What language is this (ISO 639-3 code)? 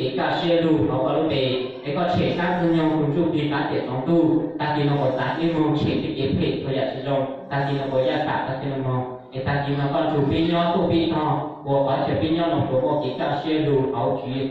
hmn